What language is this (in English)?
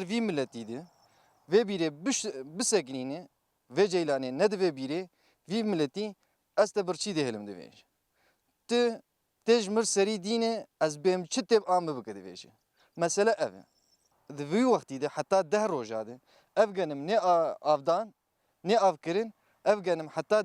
Kurdish